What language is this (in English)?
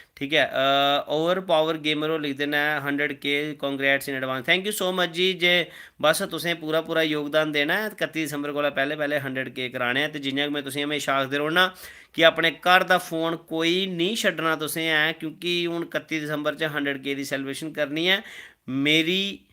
Dogri